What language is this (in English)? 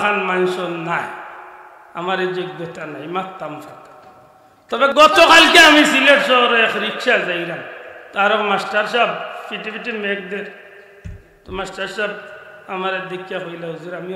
Sylheti